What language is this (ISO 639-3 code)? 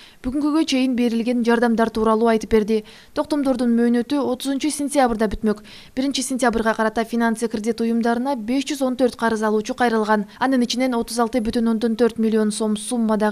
kir